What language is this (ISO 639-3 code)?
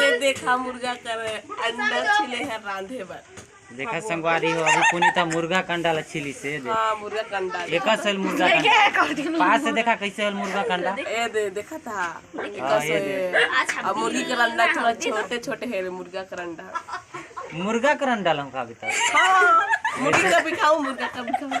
hne